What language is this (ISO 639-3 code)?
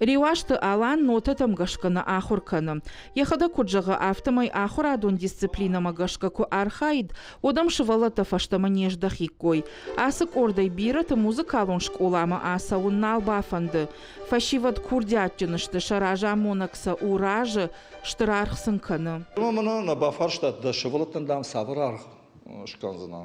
oss